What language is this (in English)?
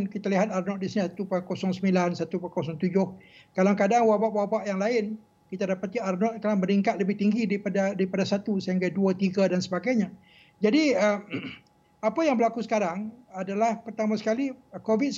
Malay